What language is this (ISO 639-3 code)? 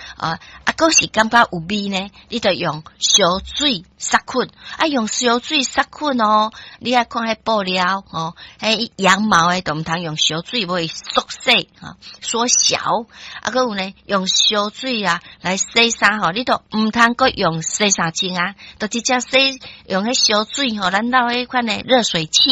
nan